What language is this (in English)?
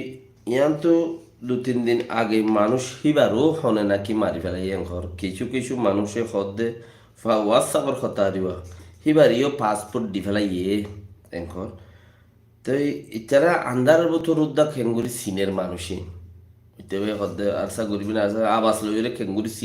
Rohingya